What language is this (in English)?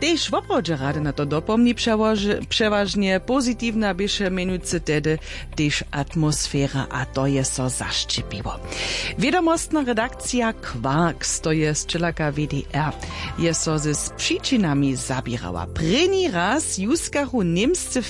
Upper Sorbian